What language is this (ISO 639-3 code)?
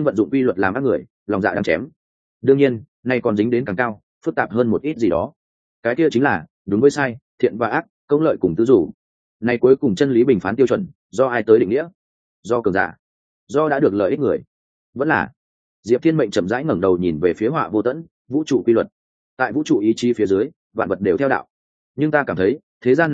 vie